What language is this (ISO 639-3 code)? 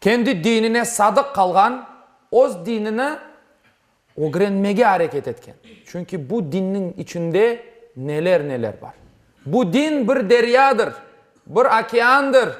crh